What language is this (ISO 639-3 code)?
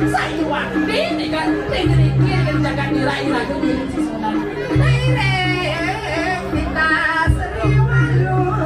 ban